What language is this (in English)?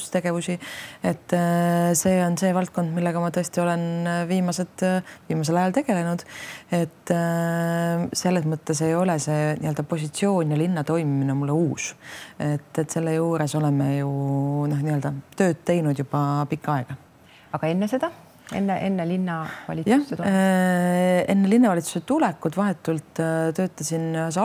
Estonian